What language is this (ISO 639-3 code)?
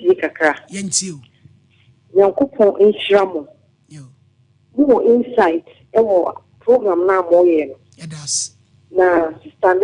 aka